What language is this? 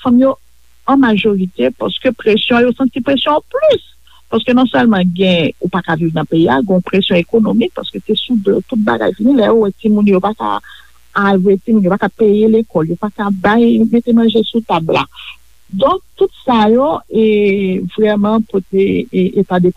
Haitian Creole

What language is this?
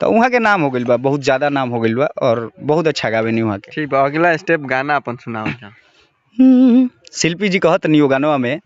Bhojpuri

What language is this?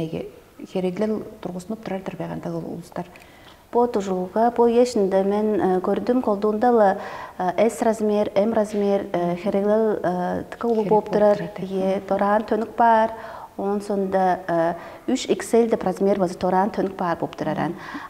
Tuvinian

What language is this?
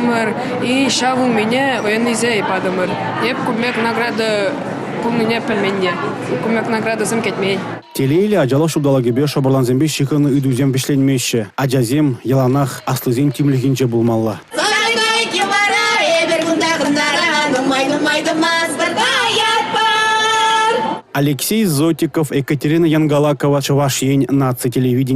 Chuvash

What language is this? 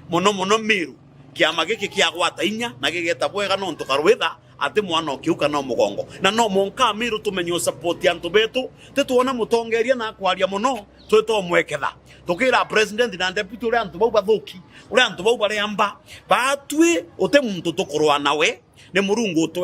Meru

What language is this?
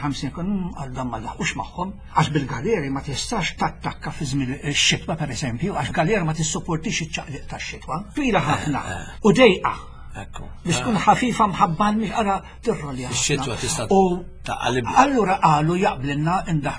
Maltese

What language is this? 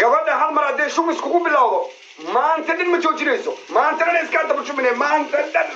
Somali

